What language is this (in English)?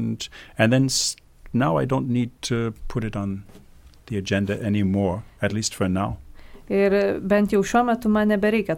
Lithuanian